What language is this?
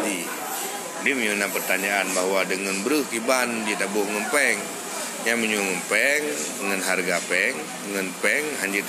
Achinese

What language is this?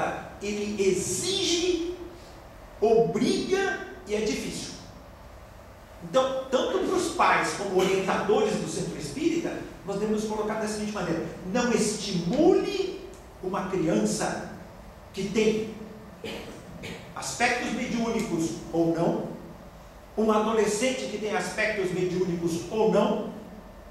Portuguese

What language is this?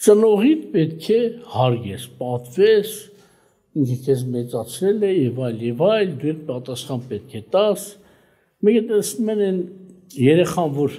Armenian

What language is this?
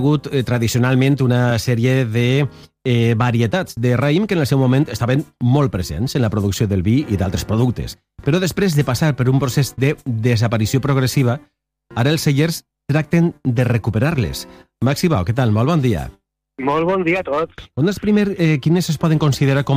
Catalan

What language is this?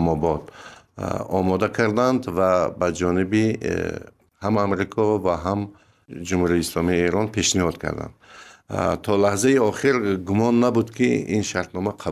Persian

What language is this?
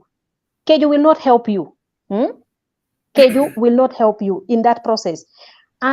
Acoli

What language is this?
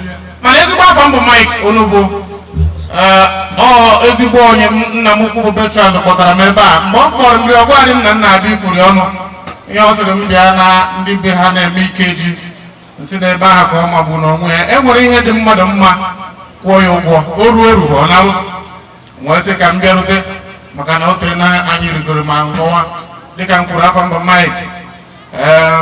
Igbo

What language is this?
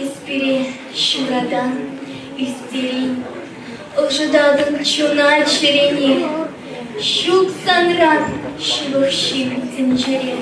Chuvash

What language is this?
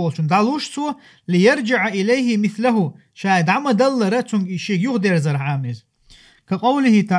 Chechen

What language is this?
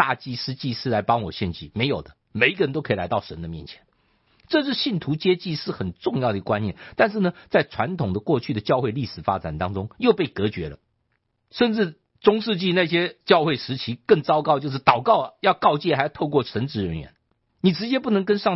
Chinese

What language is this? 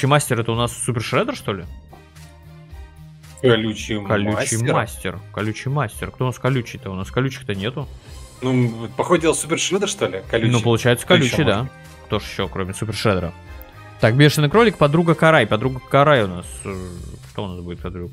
Russian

